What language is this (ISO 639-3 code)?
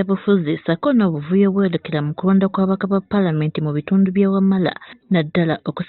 lug